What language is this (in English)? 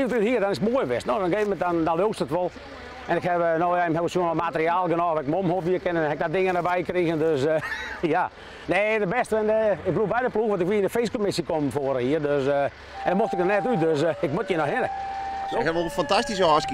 Western Frisian